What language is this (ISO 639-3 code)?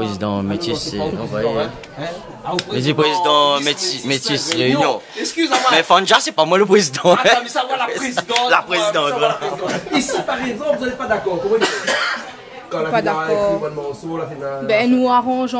rcf